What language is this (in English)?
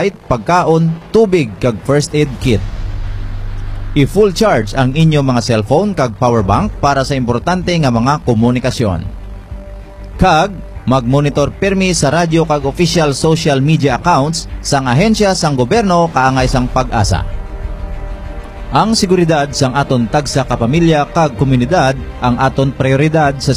Hiligaynon